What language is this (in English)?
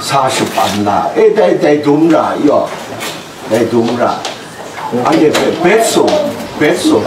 Kachin